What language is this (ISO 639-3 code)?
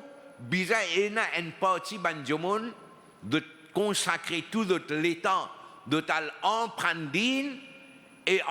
mfe